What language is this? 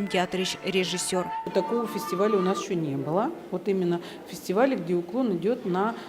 Udmurt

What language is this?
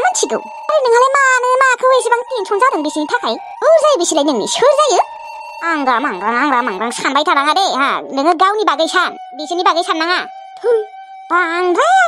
Bodo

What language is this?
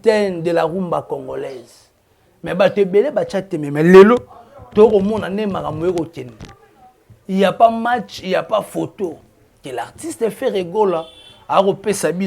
Lingala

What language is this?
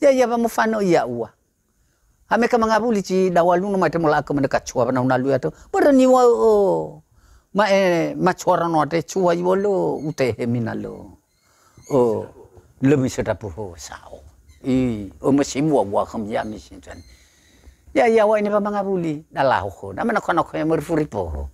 Nias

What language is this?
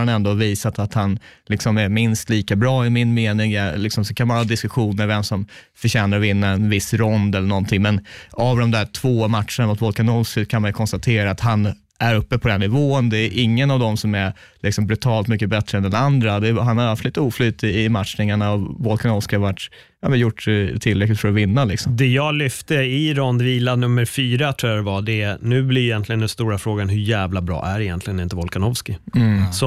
Swedish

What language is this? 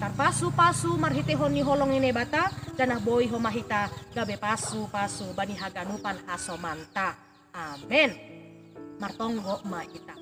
Batak Simalungun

